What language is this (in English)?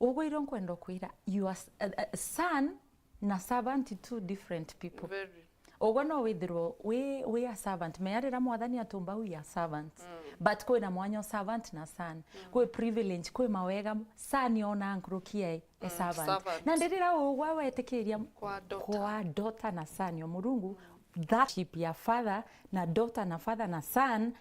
Meru